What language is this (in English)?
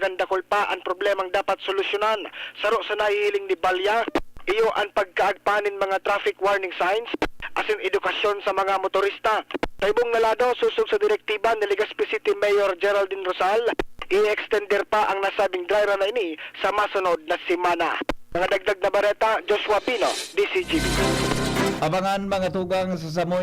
Bikol